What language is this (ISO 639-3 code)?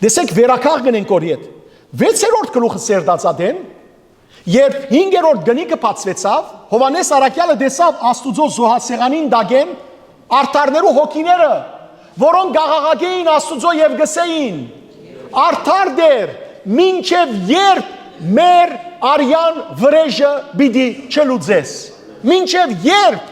hyw